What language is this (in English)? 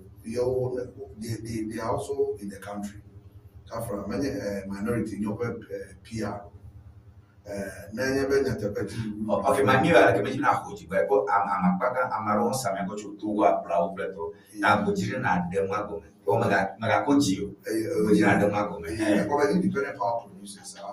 Ewe